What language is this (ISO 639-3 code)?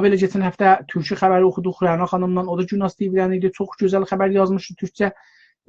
azb